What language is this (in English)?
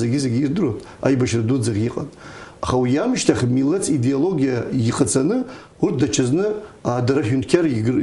Abkhazian